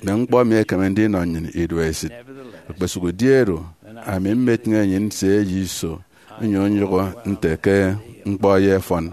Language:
Efik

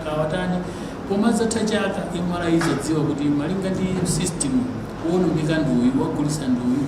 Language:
Nyanja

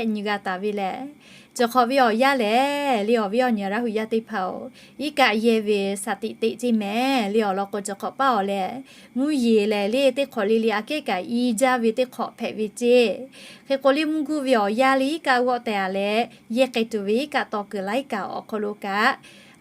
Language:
Lahu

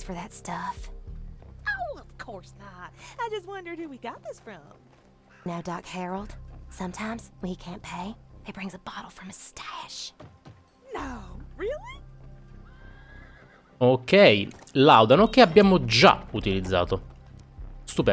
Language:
Italian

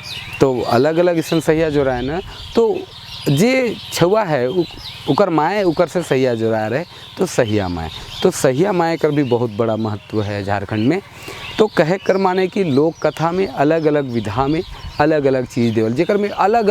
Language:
Sadri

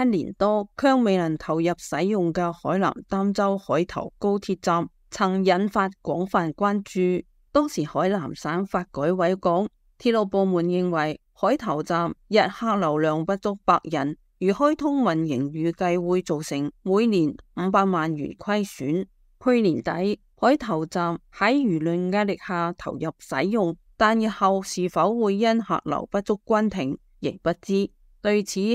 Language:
Cantonese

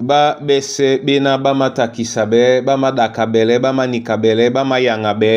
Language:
Duala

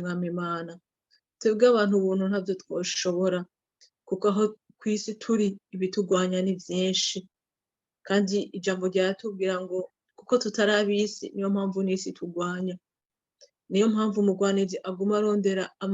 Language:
Rundi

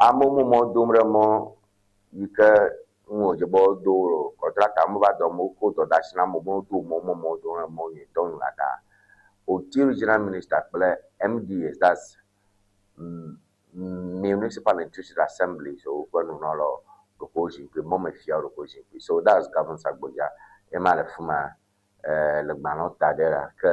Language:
Ewe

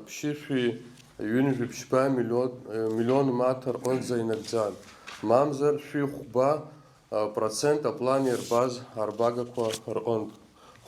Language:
Abkhazian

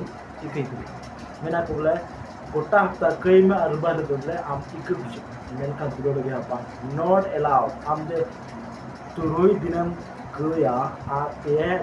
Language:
Santali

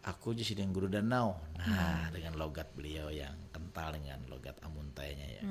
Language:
Banjar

